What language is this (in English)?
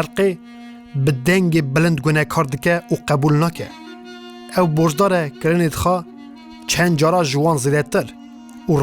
Kurdish